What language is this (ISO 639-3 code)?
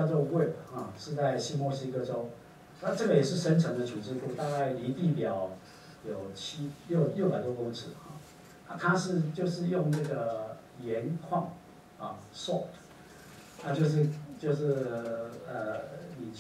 zho